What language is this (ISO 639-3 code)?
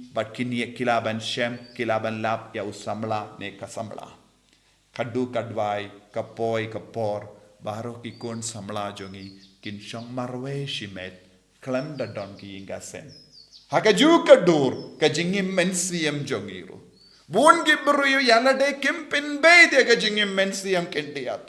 kha